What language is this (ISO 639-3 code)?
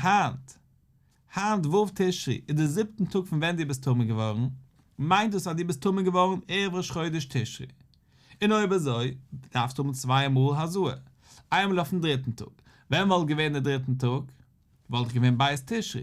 yid